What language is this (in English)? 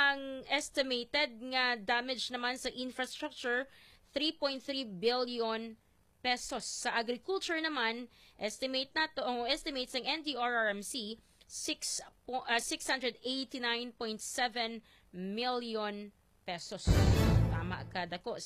Hiligaynon